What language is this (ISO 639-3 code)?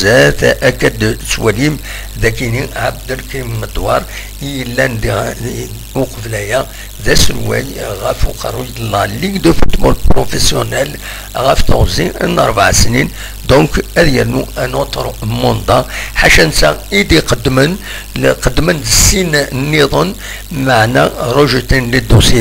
kab